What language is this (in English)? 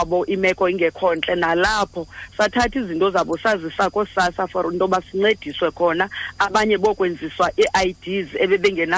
Xhosa